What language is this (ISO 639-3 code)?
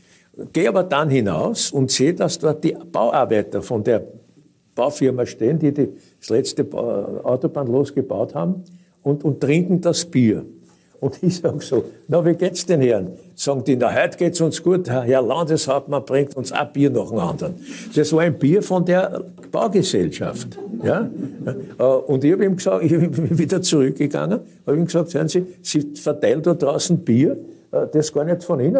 deu